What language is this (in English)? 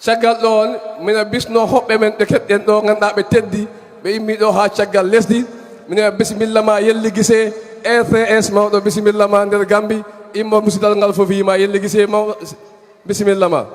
Fula